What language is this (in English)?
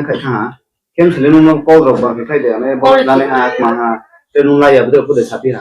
Riang (India)